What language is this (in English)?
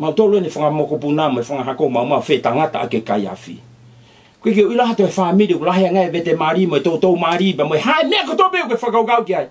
Tongan